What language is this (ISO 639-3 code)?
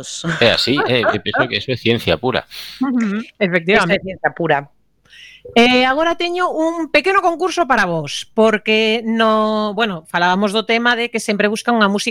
glg